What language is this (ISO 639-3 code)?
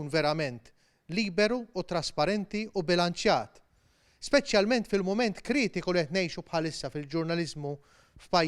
mlt